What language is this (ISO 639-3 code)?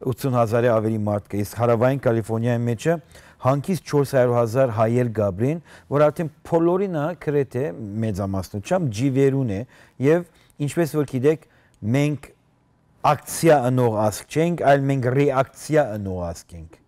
hyw